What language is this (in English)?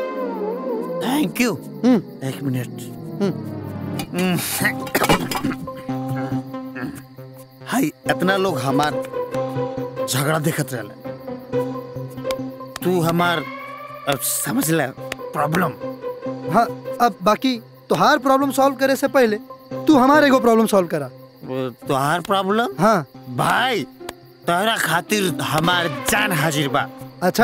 Bhojpuri